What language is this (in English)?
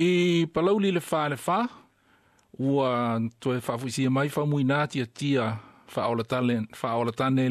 Samoan